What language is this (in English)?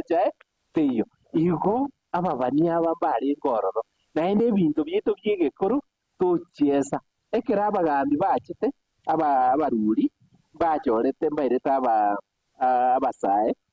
Gusii